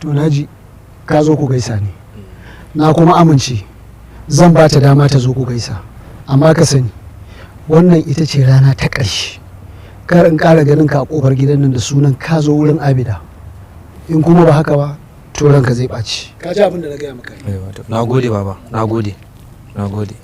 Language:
Hausa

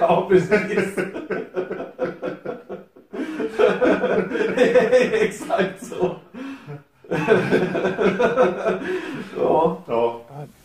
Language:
Swedish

